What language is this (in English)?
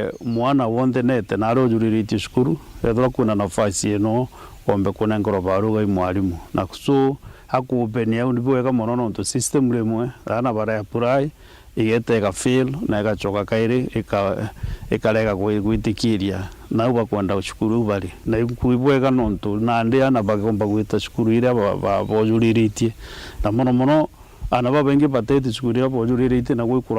Meru